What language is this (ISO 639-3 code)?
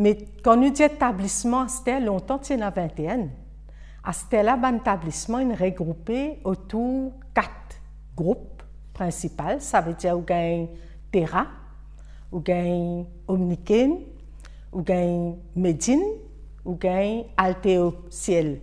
mfe